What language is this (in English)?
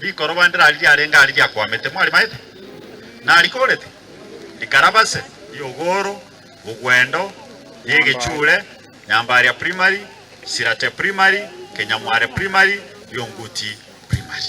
Gusii